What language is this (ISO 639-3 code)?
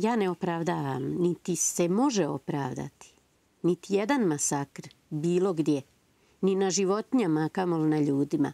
bos